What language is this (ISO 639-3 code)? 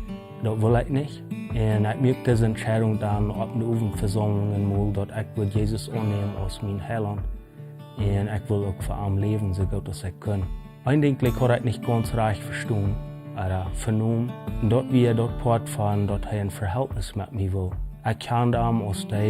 pdt